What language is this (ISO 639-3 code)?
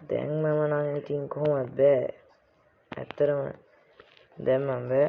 sin